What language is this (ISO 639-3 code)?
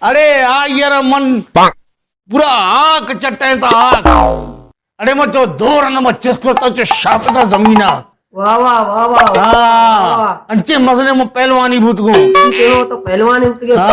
bal